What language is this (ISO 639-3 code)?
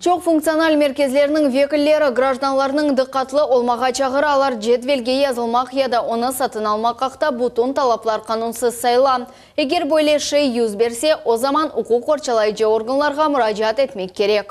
crh